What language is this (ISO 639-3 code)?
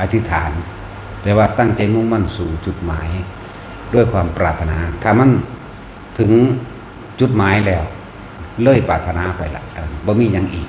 tts